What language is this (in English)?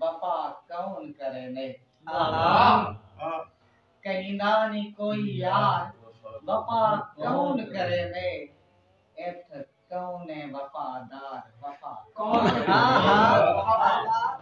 Saraiki